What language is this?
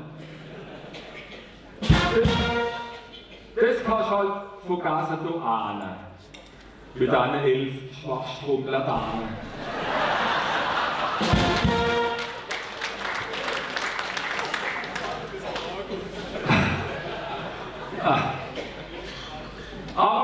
German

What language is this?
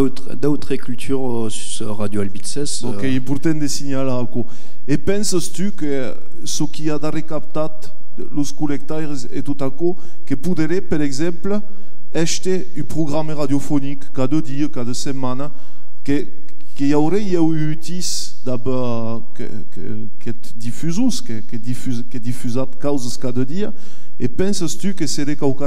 Occitan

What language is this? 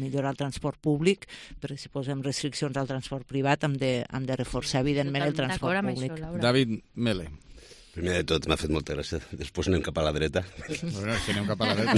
Catalan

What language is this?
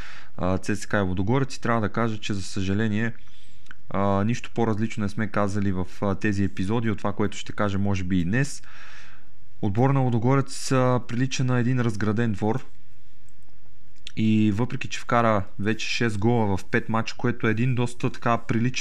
Bulgarian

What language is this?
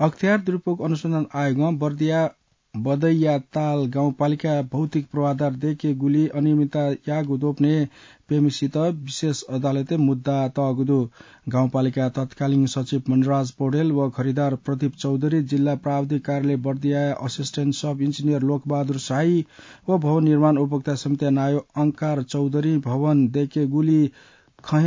Newari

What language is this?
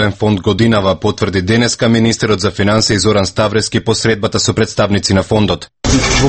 Macedonian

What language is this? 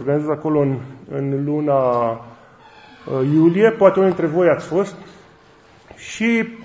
Romanian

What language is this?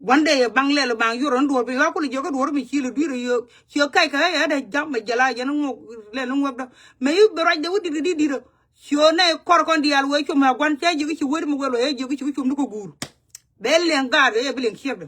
Nuer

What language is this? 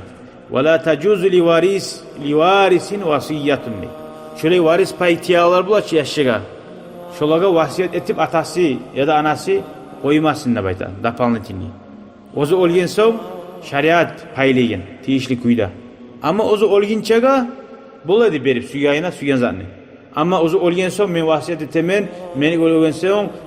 Kumyk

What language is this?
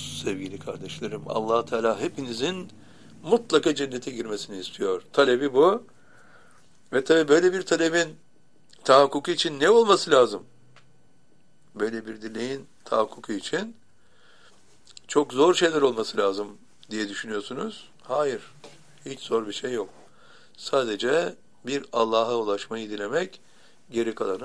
Turkish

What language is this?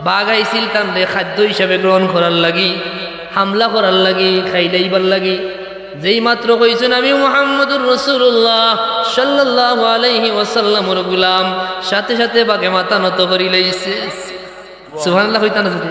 Sylheti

